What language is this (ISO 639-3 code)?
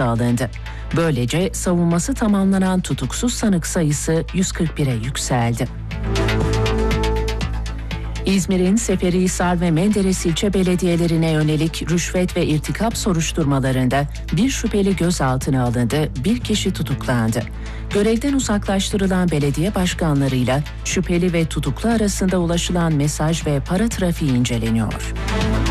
tur